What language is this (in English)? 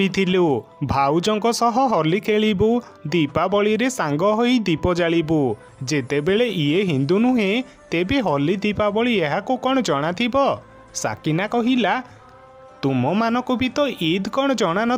Odia